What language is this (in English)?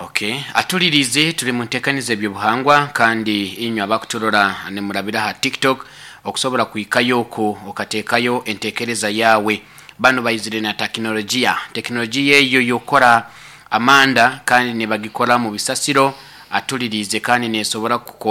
Nyoro